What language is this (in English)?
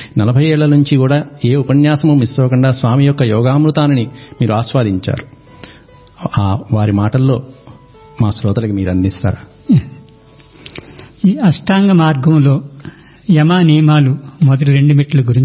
Telugu